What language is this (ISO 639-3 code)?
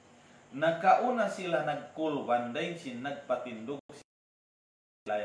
tsg